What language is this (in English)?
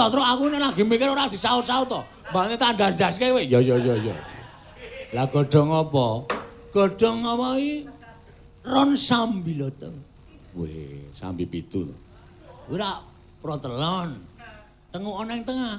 Javanese